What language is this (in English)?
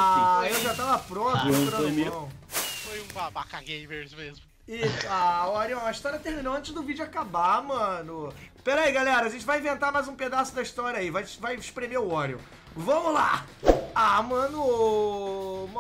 Portuguese